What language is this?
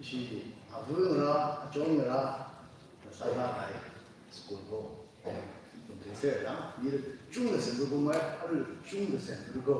Tangkhul Naga (India)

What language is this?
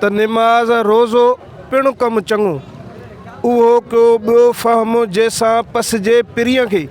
Sindhi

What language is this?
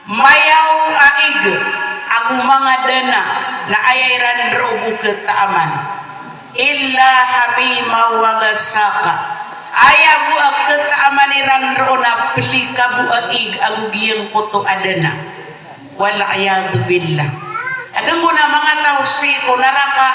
Maranao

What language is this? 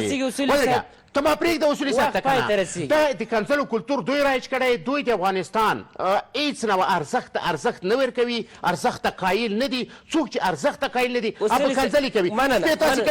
Pashto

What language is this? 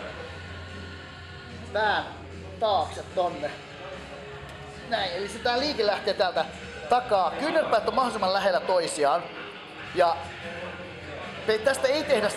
Finnish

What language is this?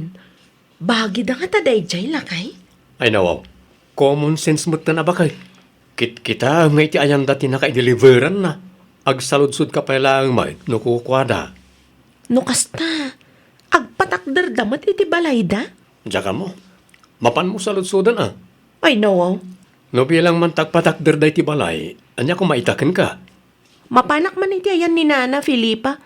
Iloko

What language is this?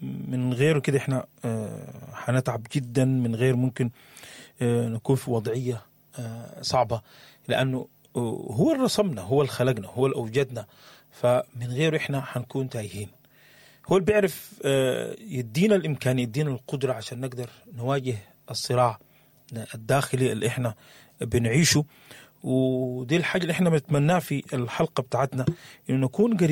Sudanese Arabic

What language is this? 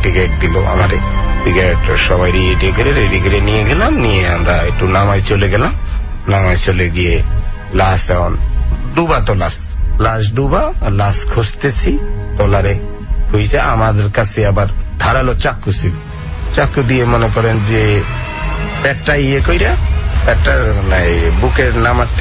Bangla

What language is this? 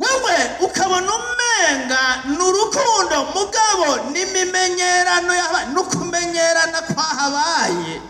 Rundi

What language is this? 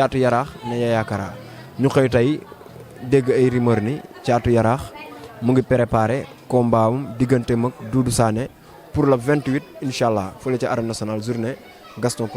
Wolof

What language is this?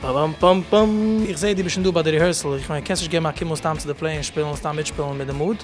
Yiddish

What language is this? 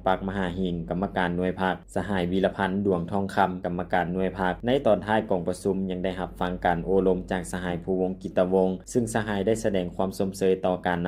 Lao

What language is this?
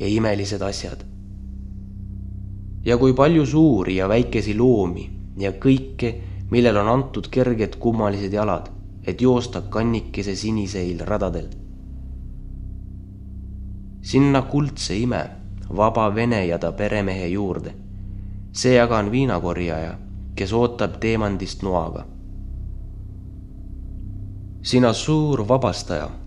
Estonian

